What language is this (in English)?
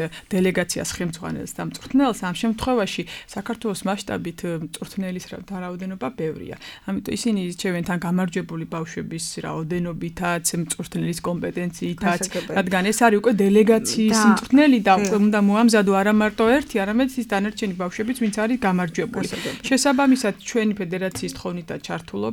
Georgian